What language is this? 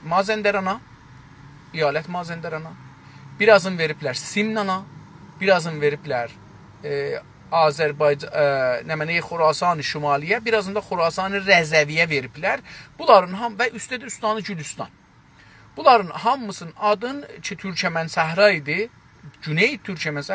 South Azerbaijani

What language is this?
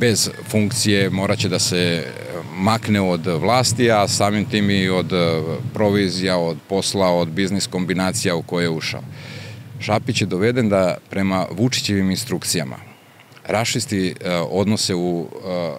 Serbian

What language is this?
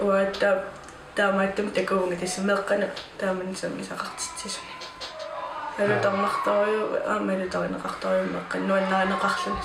Kalaallisut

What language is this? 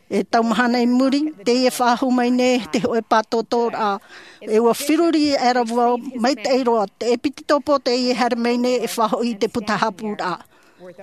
Tahitian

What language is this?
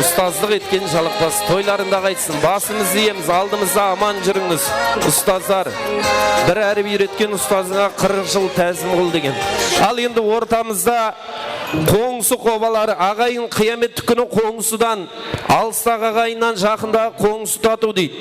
Kara-Kalpak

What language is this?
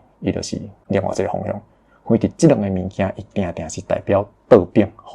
Min Nan Chinese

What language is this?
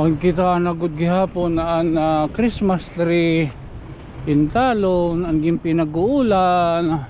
Waray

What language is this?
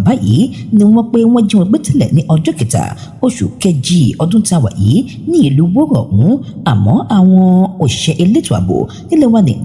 Yoruba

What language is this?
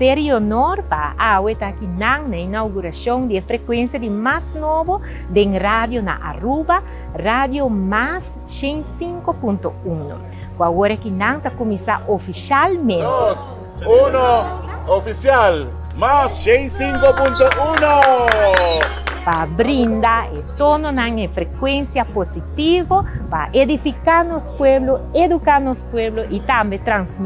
Papiamento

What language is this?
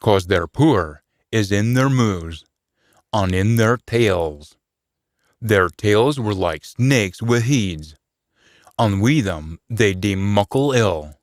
Scots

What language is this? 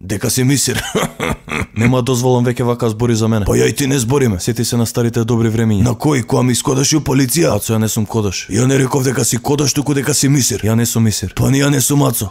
Macedonian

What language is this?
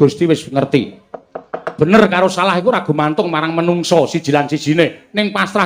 Javanese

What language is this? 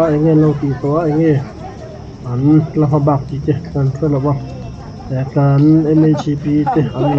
Mizo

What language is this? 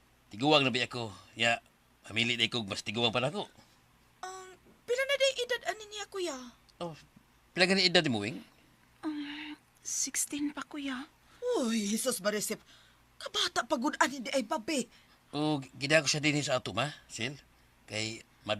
Cebuano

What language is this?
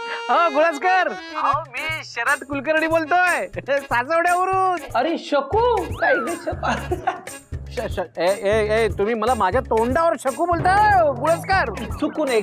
Marathi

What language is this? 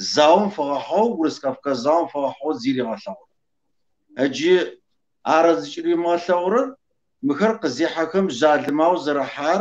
Kabardian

